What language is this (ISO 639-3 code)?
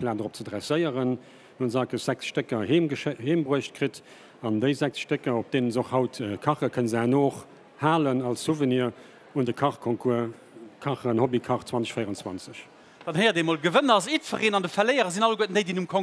ltz